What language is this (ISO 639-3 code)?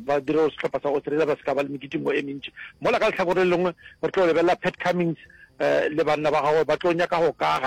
nso